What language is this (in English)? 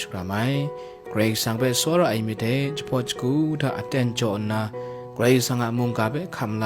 Kachin